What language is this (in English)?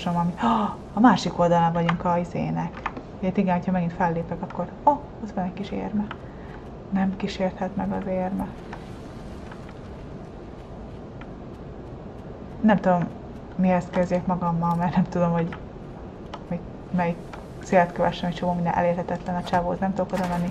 Hungarian